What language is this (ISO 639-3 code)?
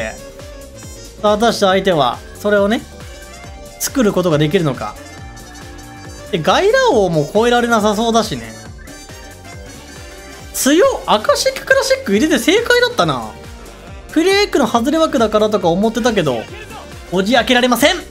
jpn